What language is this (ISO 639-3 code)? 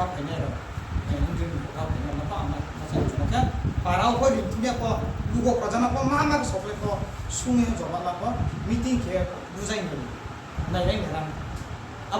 ria